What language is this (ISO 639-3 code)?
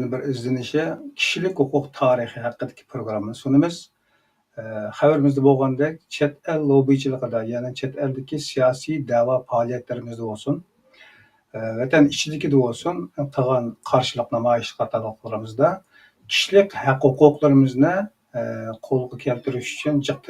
uig